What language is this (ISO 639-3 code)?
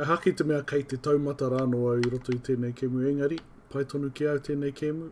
mri